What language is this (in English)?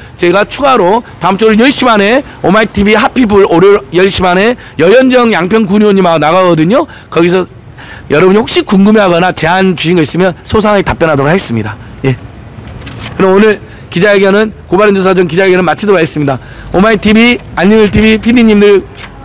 Korean